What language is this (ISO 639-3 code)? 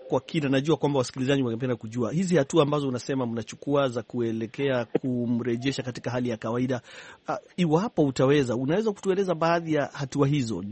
swa